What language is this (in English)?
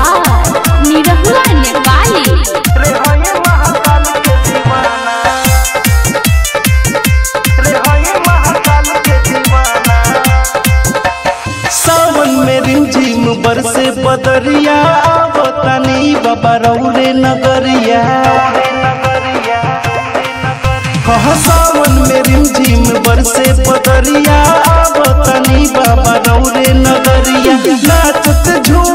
Bhojpuri